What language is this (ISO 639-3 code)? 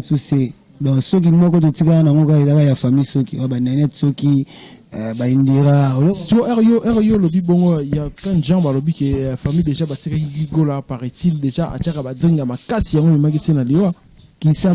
lin